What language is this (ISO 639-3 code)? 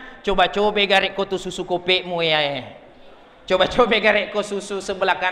bug